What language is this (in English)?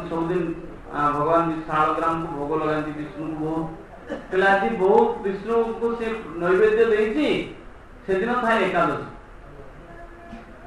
Odia